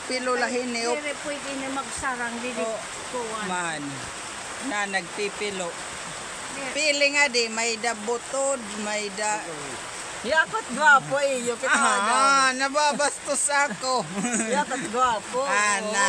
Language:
Waray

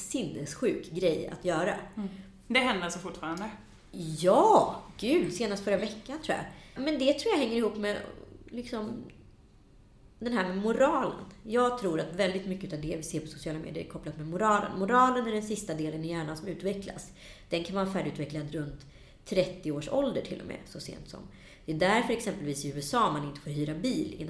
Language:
Swedish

